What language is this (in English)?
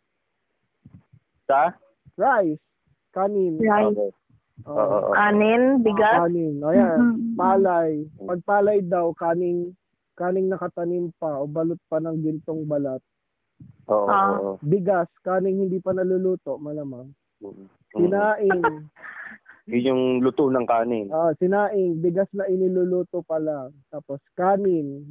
Filipino